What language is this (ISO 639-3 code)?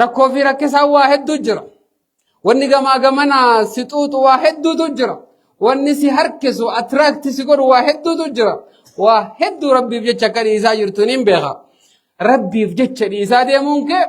orm